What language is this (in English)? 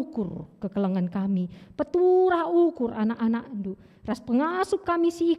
Batak Karo